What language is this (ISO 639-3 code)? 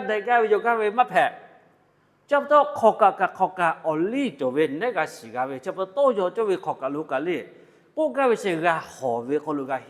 lhu